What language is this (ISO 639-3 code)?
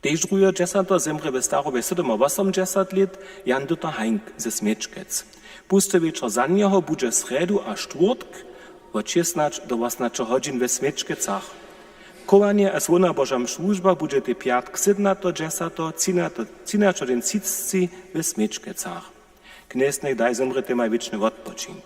hsb